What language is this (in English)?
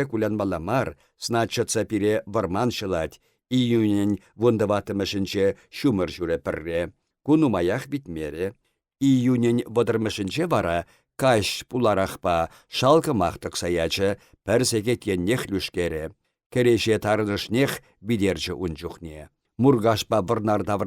Chuvash